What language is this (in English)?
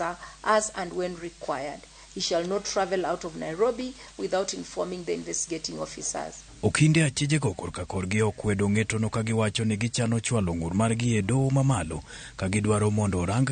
Luo (Kenya and Tanzania)